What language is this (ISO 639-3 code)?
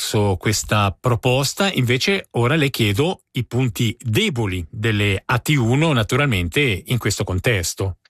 ita